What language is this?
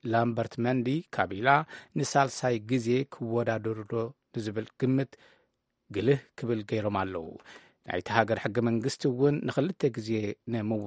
Tigrinya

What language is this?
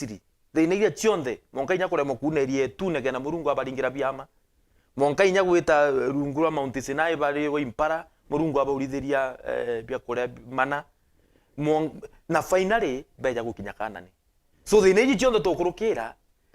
Meru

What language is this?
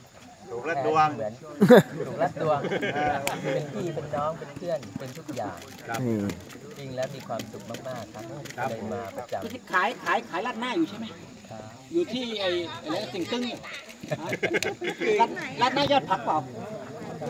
Thai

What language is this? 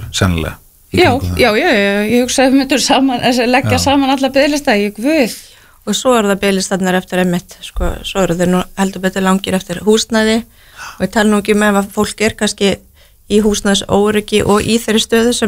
Icelandic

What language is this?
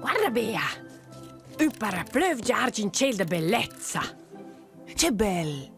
Romansh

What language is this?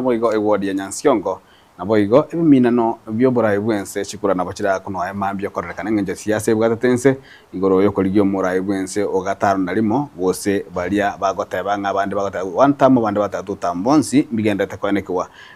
Gusii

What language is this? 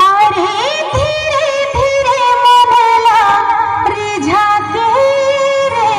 Chhattisgarhi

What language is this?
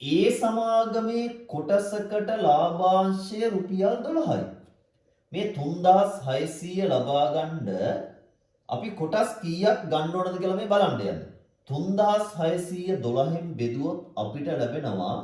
Sinhala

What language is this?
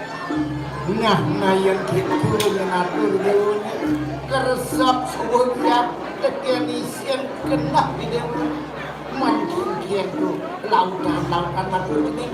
Balinese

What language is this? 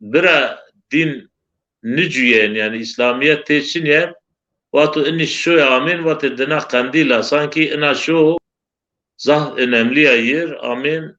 Zaza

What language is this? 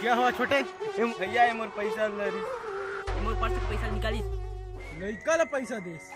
Chhattisgarhi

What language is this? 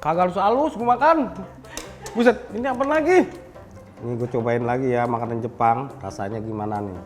Betawi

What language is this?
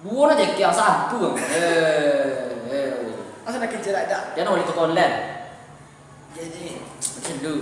Minangkabau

